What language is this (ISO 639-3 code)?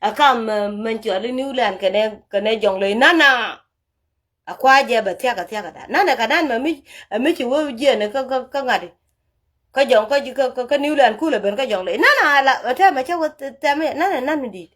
nus